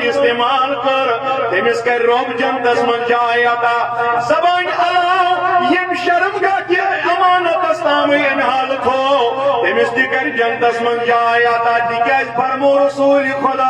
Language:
Kashmiri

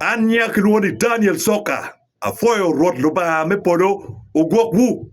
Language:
Acoli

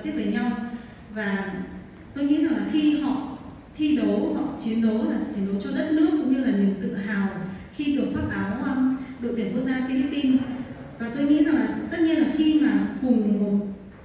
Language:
Vietnamese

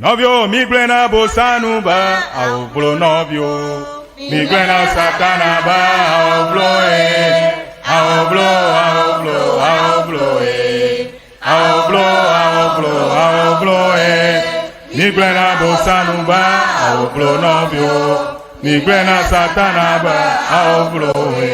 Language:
Ewe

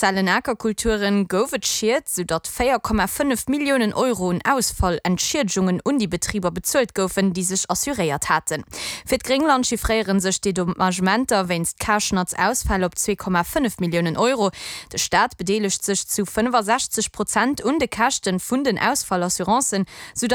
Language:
Luxembourgish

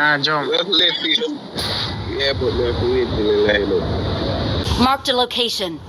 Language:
Jamaican Creole English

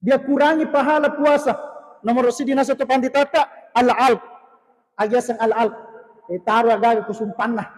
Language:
Buginese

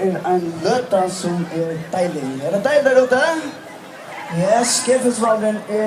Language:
Faroese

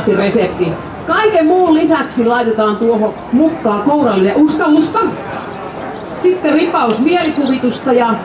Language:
Finnish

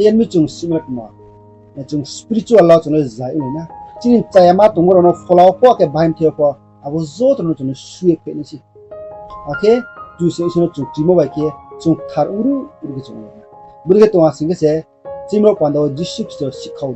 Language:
Riang (India)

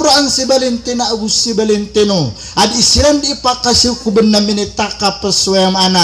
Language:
Maranao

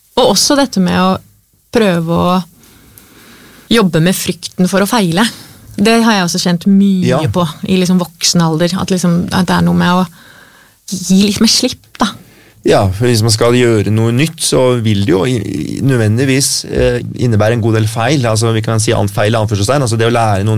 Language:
Norwegian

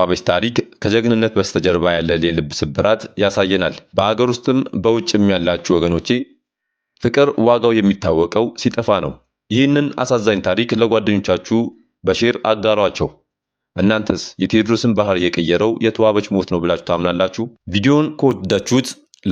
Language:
Amharic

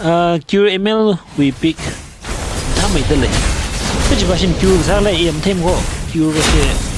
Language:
Tangkhul Naga (India)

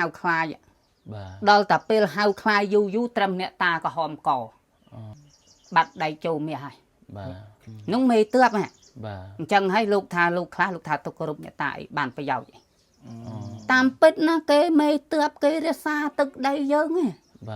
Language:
Khmer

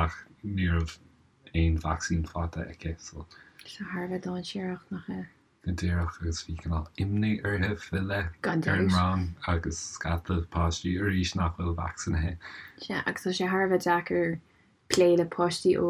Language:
Irish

